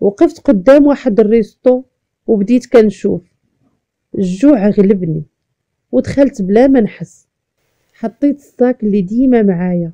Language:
Moroccan Arabic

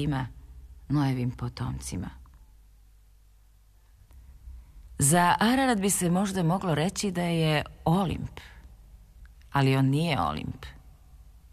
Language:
Serbian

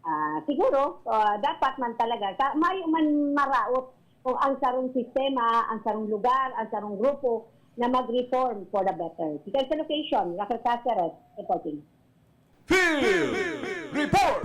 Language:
Bikol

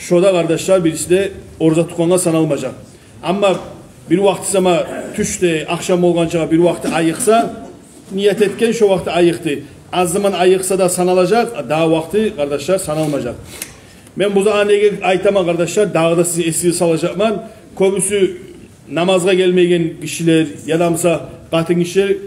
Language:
Kumyk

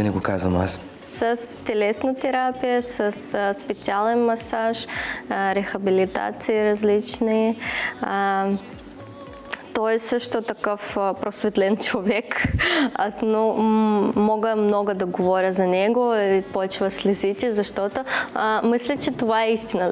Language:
Bulgarian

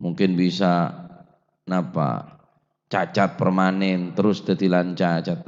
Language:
Madurese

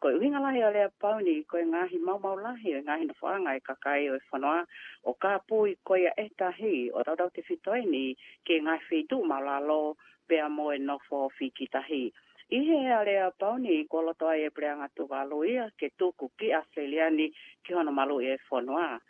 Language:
Tongan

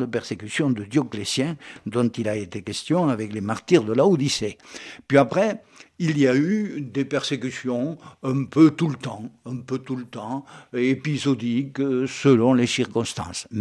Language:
French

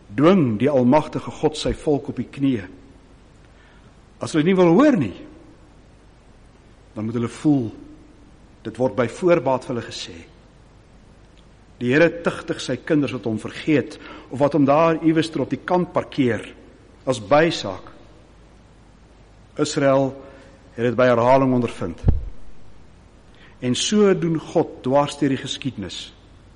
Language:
Afrikaans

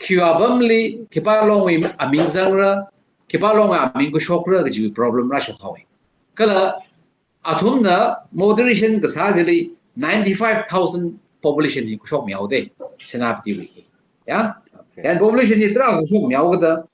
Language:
Tangkhul Naga (India)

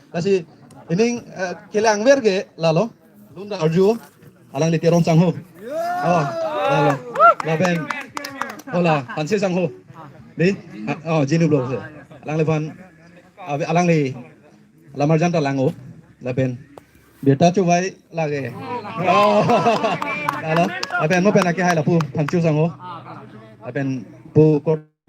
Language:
Karbi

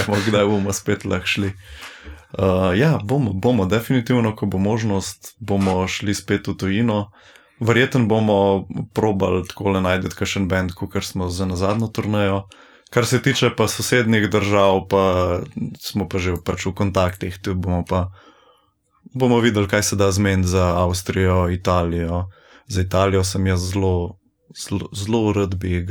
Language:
Slovenian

